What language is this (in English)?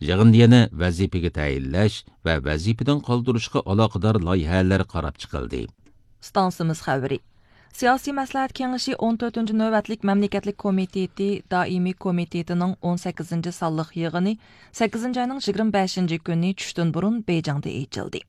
Uyghur